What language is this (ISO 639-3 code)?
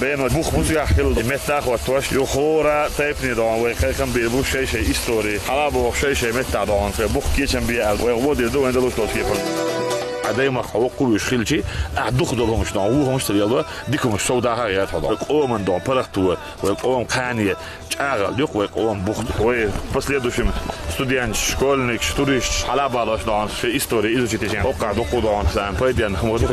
che